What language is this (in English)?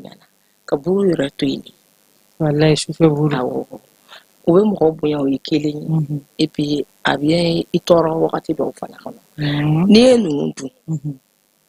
Bambara